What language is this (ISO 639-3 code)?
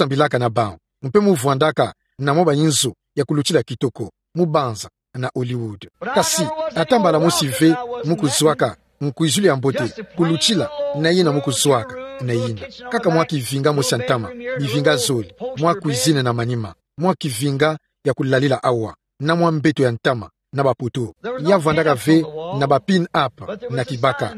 ktu